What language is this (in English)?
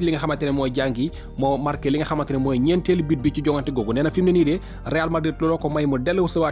Wolof